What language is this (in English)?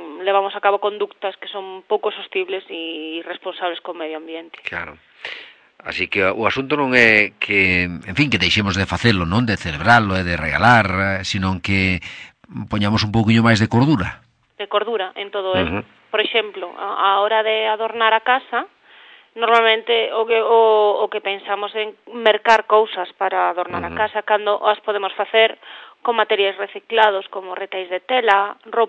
Galician